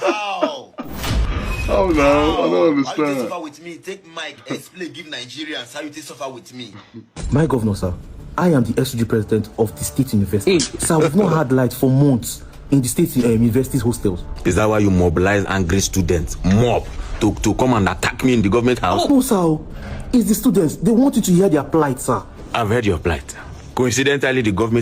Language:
Nigerian Pidgin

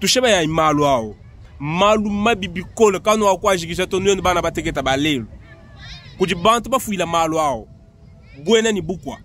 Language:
Luba-Lulua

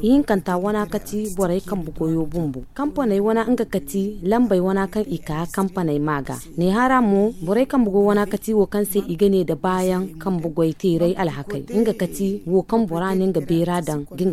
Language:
Zarma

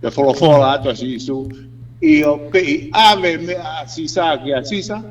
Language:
Tongan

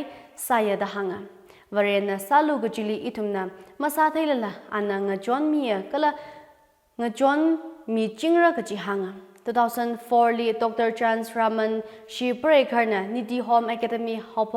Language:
Tangkhul Naga (India)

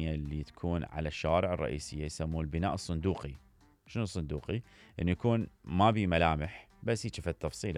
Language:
Mesopotamian Arabic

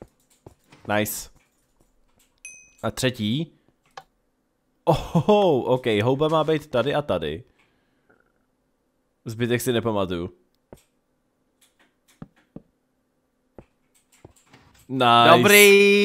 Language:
Czech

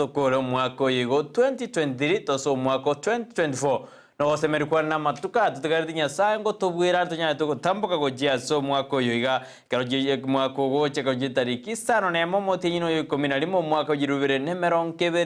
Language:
Gusii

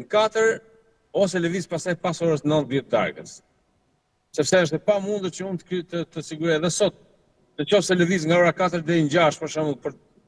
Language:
Albanian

